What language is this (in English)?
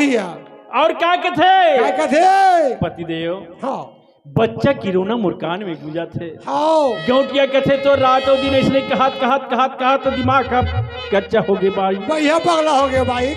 Chhattisgarhi